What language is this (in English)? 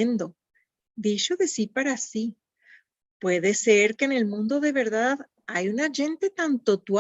Ladino